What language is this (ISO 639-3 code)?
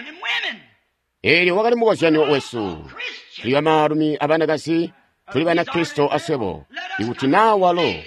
toi